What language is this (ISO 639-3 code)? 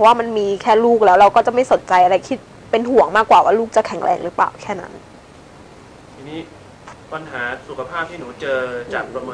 tha